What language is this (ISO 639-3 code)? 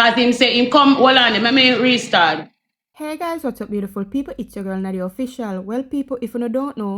jam